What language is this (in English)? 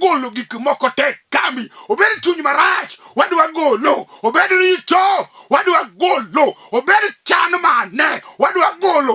Luo (Kenya and Tanzania)